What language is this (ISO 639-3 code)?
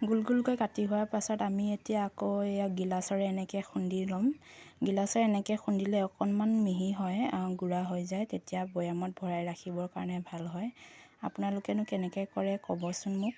asm